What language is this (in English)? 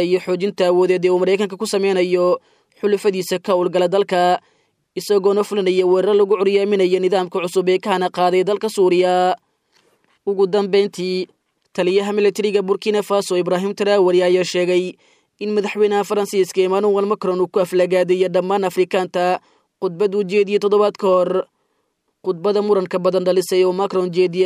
Somali